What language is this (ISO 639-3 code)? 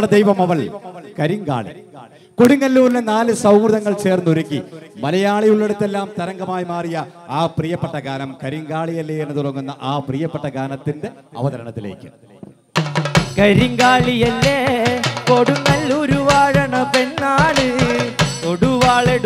mal